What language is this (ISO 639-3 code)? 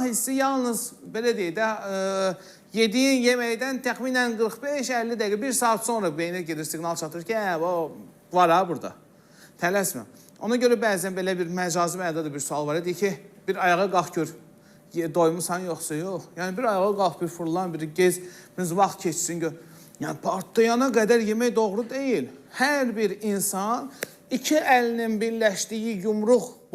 aze